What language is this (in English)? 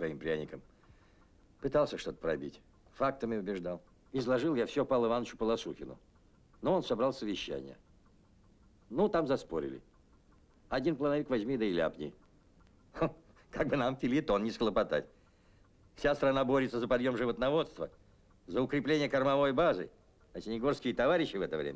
Russian